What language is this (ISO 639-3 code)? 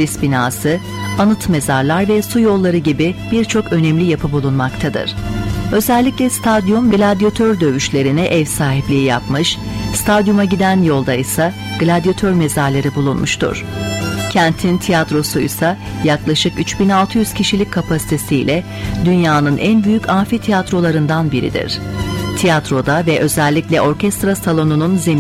tur